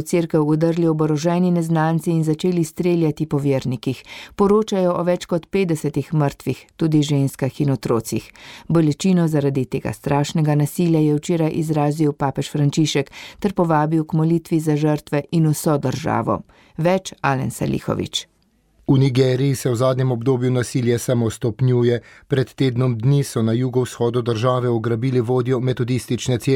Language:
Slovenian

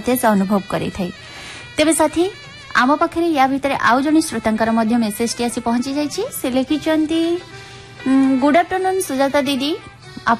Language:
Odia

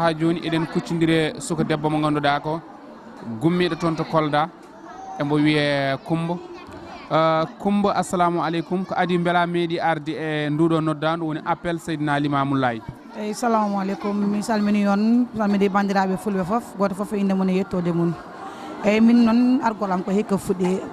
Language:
Fula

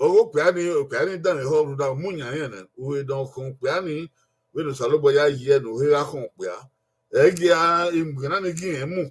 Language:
Bini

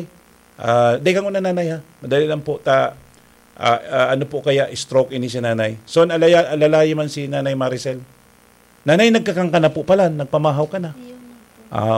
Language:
Bikol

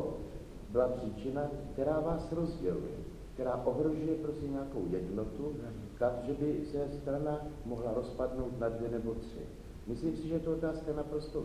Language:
Czech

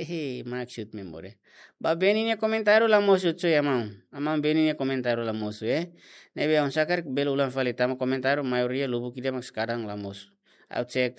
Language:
Tetum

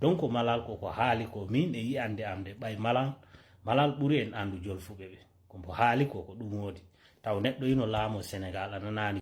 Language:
Fula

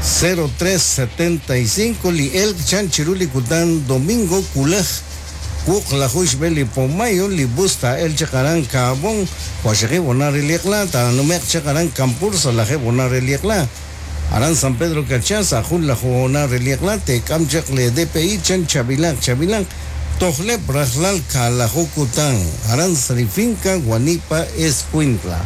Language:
Kekchí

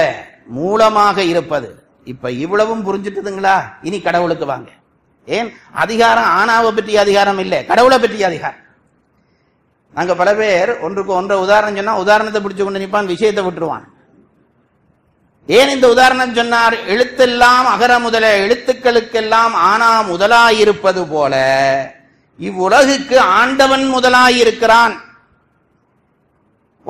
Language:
Tamil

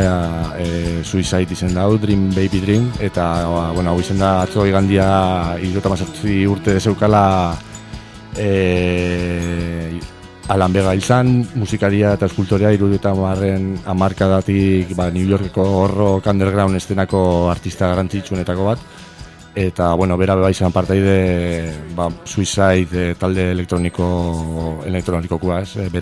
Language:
Basque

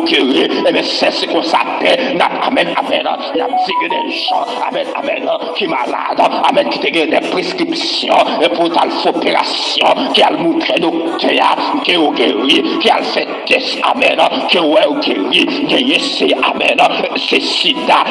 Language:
Haitian Creole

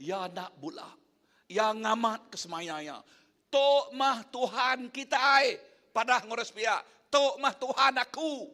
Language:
Iban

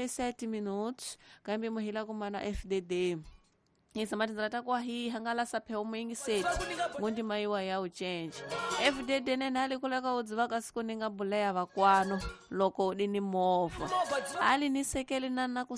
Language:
Tsonga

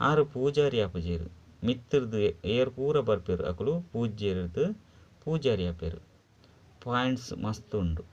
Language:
Tulu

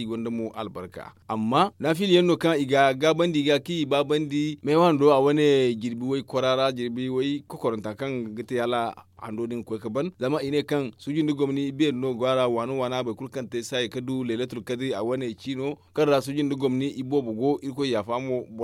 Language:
Zarma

